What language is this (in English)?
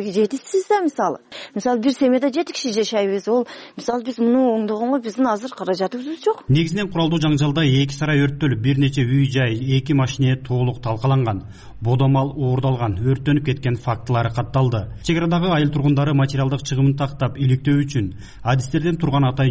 Kyrgyz